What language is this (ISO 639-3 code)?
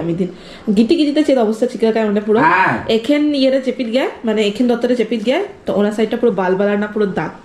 sat